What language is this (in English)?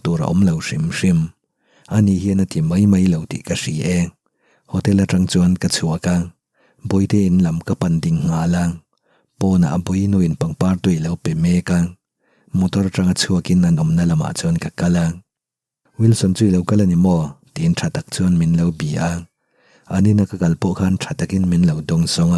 Mizo